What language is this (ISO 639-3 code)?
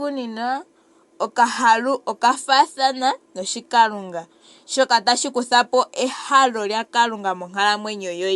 ndo